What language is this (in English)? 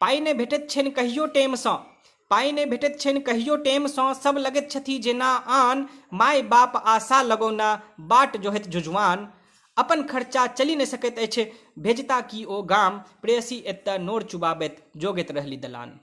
Maithili